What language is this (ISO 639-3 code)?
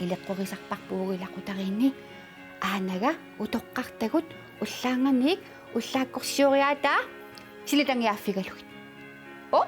kal